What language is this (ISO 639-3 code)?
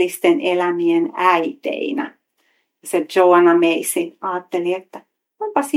fin